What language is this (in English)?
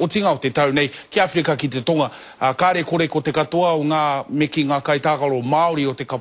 Māori